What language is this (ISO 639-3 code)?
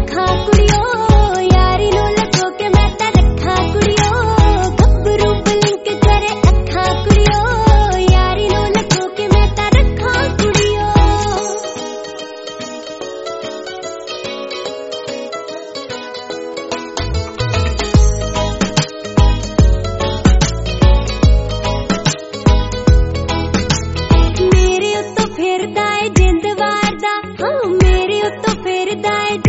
pan